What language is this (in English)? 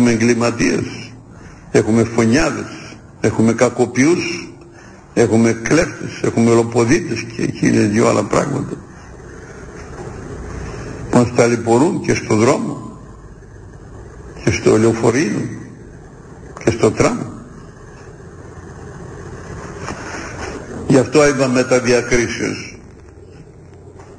Greek